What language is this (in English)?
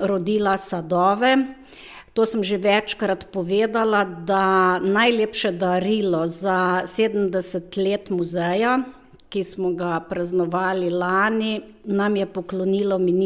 Slovenian